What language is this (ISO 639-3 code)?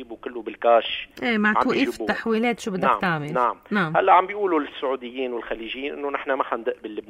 apc